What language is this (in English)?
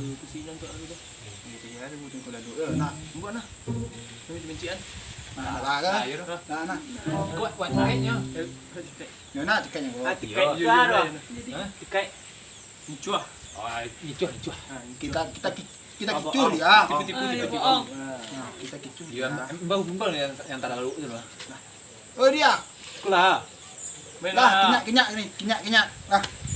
Minangkabau